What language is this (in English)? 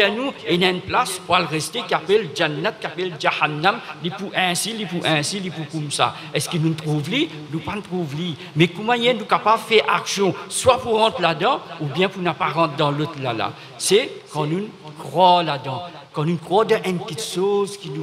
Morisyen